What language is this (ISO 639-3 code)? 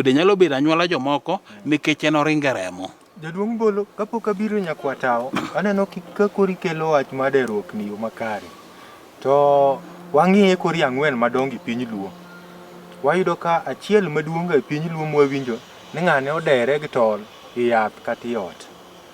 luo